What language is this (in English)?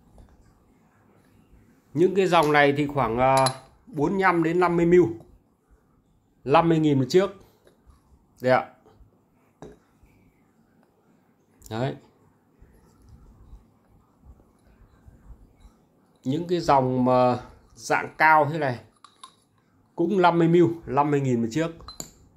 Vietnamese